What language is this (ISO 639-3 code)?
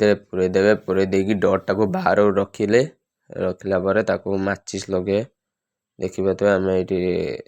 ori